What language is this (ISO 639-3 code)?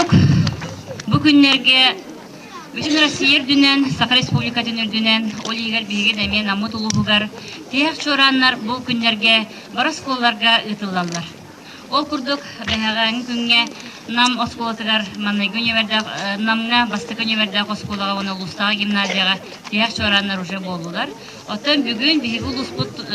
sah